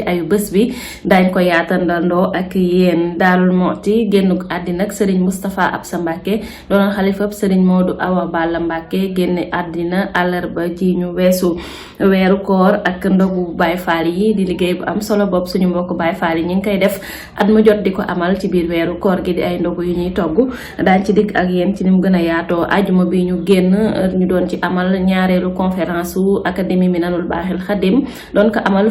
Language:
Wolof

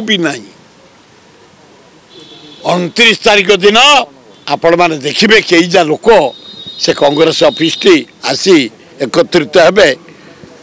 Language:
Odia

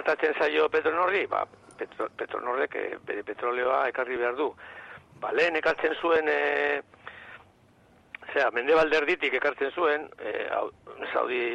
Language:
Basque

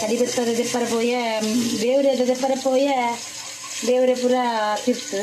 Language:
Tulu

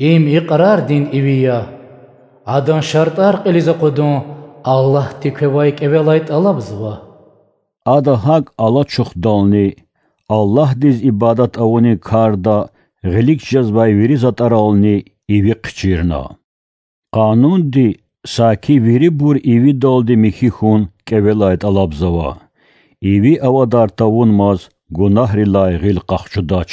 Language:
Lezghian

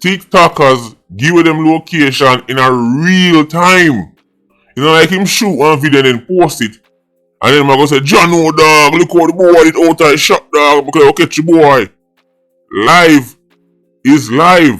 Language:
Jamaican Creole English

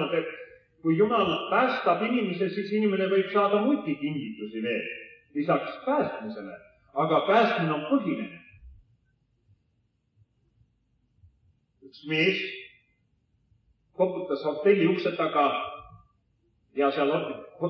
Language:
Estonian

